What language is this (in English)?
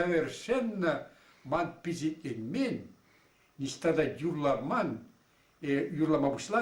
Chuvash